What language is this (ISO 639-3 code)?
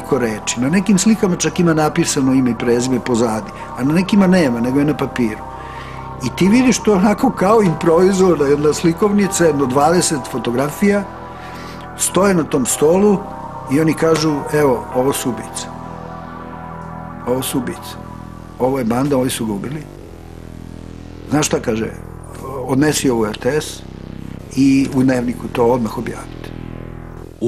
srp